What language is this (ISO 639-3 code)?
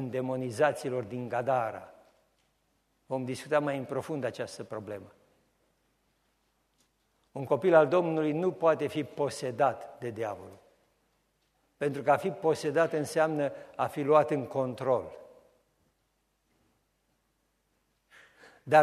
ron